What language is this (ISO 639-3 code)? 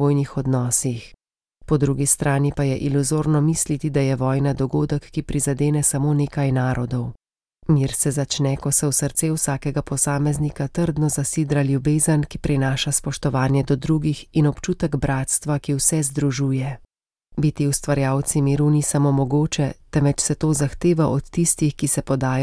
slv